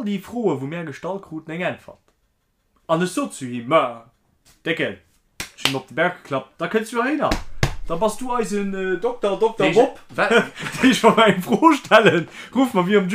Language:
Luxembourgish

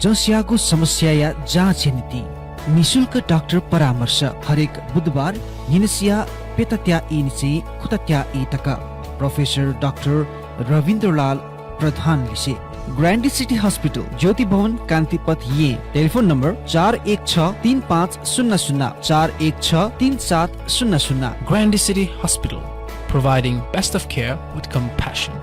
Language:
Newari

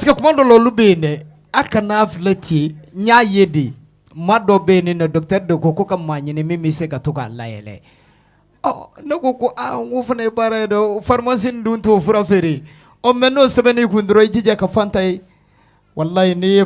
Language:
Bambara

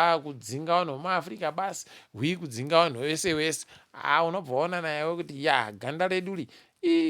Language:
Ndau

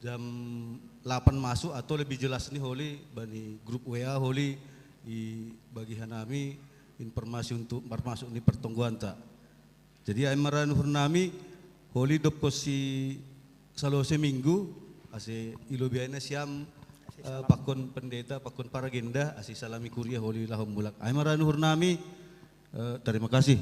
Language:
Batak Simalungun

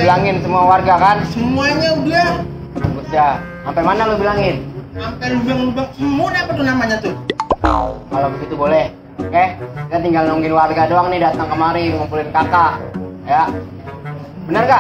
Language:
Betawi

